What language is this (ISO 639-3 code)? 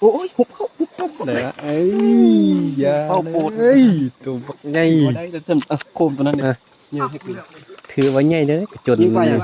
tts